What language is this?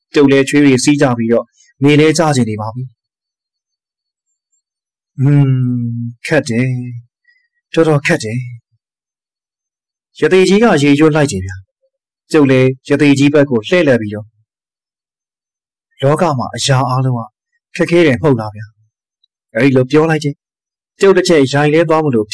Burmese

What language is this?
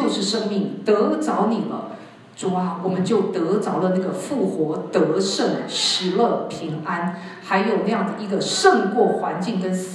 Chinese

